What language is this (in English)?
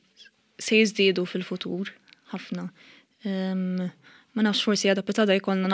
Maltese